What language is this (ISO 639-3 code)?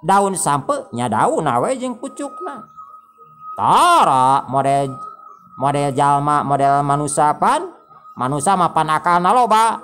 sun